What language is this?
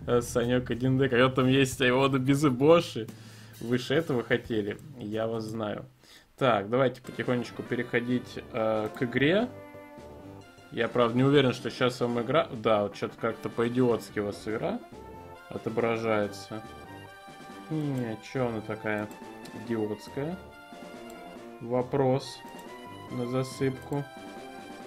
Russian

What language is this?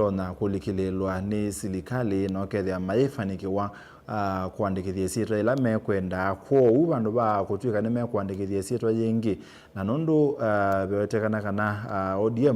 Kamba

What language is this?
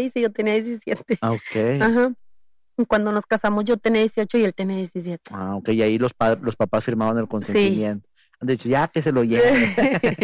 Spanish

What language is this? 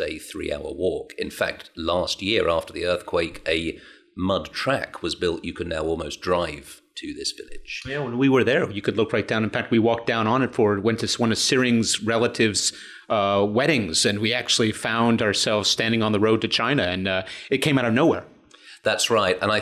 English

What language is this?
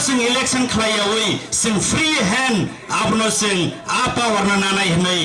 Kok Borok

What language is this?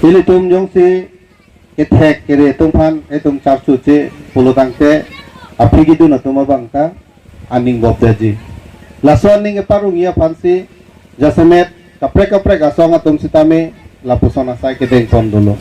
Karbi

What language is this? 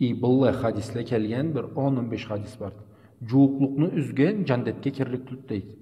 Karachay-Balkar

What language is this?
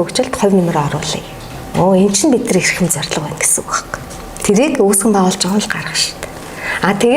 Mongolian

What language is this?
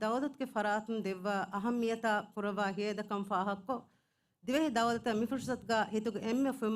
Divehi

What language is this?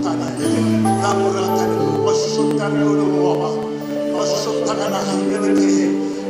Fijian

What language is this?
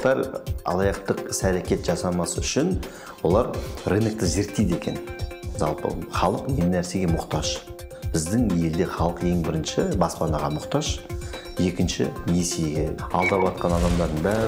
Kazakh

